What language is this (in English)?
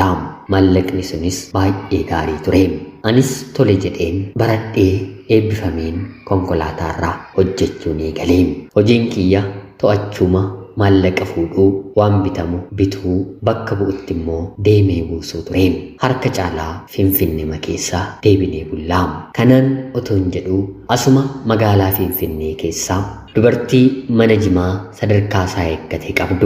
Oromo